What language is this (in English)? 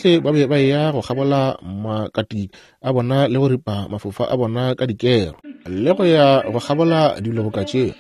Northern Sotho